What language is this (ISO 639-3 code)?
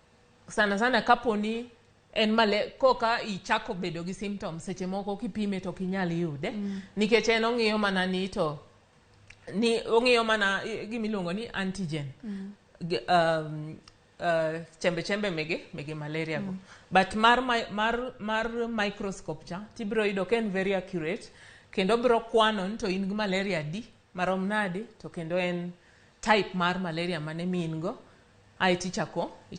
luo